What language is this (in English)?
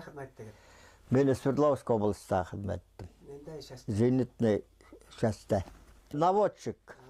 Bashkir